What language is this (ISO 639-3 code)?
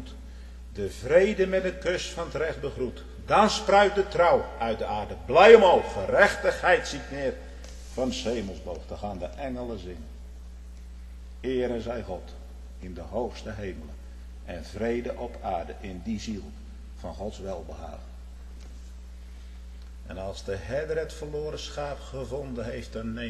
nld